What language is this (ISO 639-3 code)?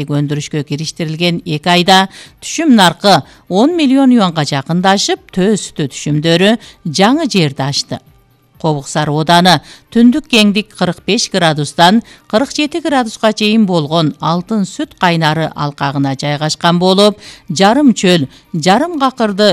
kir